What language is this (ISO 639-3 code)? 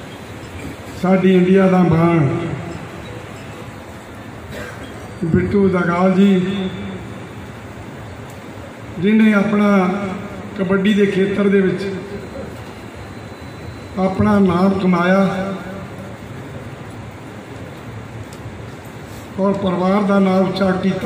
pan